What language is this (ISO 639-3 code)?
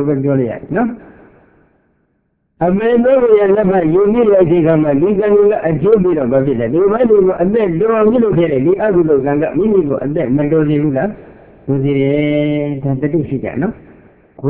mya